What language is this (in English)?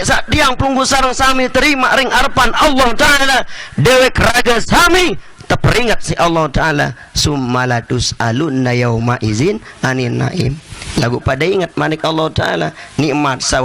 Sasak